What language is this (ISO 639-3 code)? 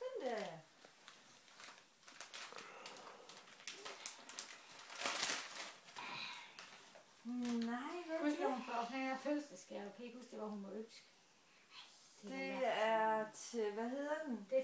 dan